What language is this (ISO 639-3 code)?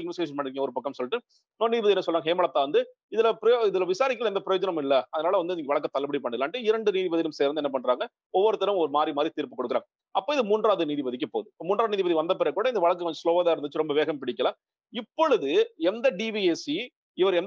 tam